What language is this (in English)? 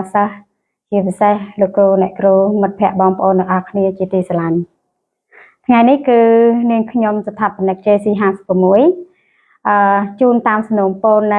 Khmer